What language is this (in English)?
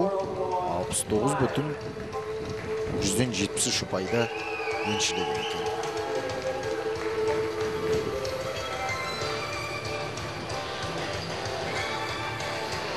Kazakh